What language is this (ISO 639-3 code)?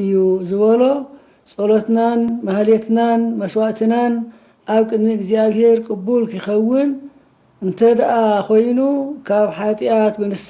tir